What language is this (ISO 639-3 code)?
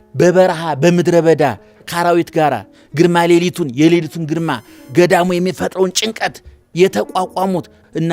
amh